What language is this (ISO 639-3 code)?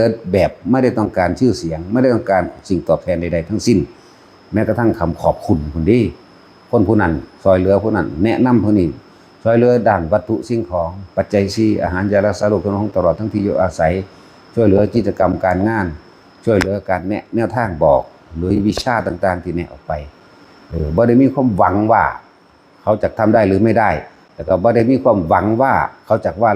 tts